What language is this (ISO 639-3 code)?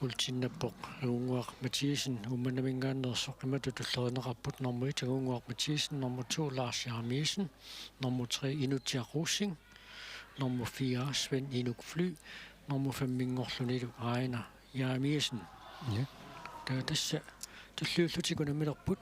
kal